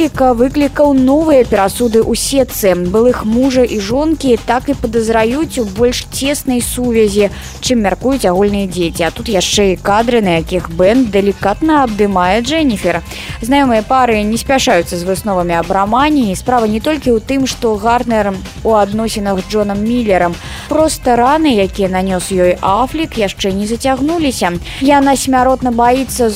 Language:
Belarusian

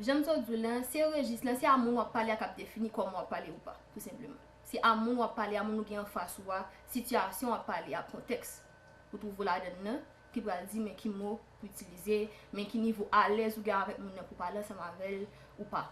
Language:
Haitian Creole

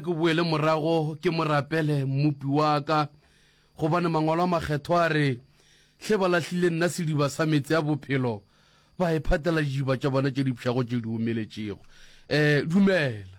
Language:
Northern Sotho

